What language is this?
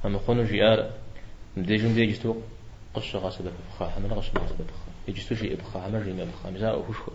Kabardian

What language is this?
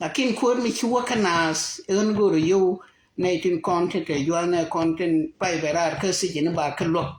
Nuer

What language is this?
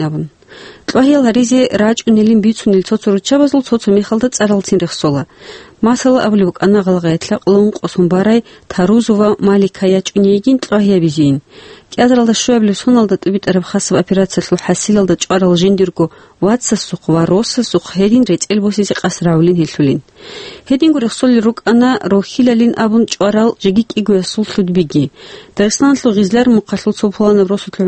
Avaric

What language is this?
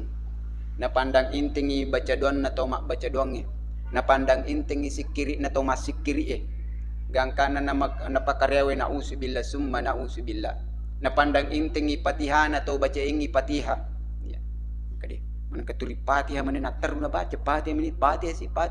Buginese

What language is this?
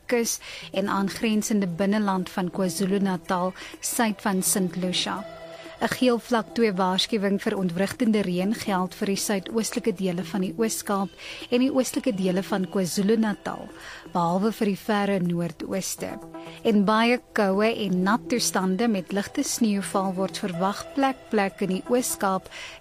Afrikaans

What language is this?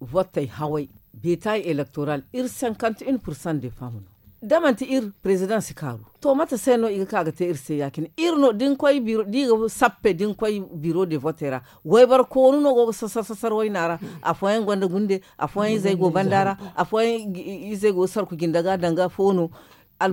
Zarma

